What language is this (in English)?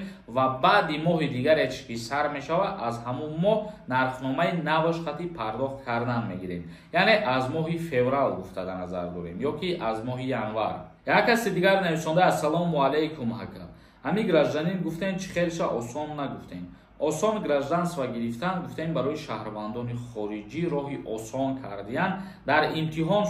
Tajik